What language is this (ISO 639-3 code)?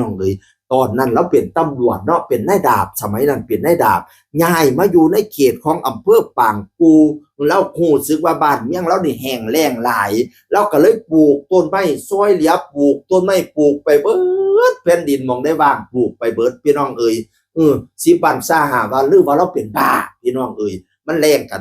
tts